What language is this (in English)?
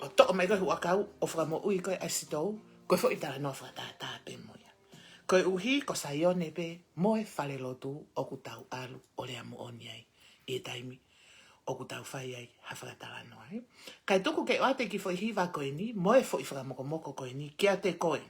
Tongan